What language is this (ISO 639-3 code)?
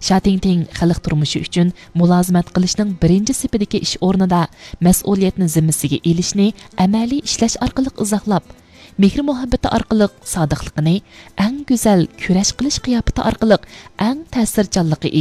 uig